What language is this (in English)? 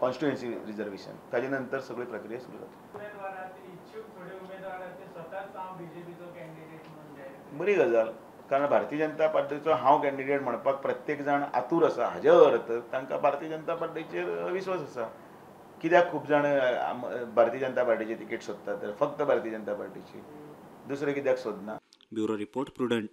Konkani